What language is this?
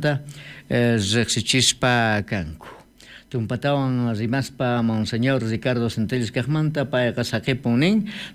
South Bolivian Quechua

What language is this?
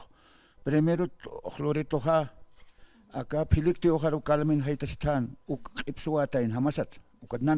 Aymara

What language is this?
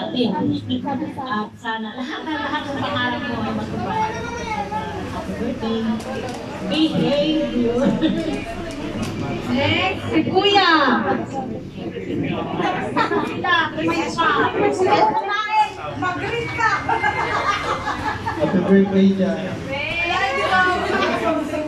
Filipino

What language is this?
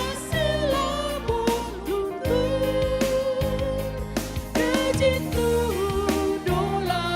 Batak Karo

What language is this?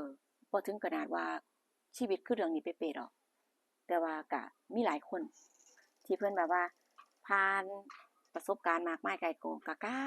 Northeastern Thai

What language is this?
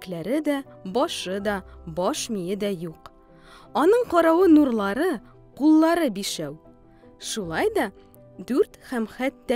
Tatar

